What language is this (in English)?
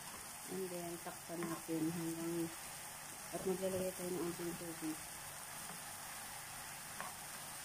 Filipino